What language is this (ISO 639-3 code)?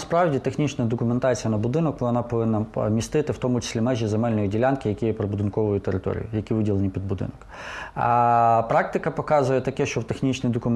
ukr